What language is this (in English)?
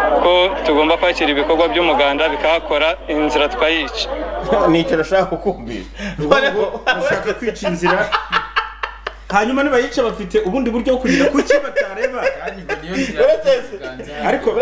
Kinyarwanda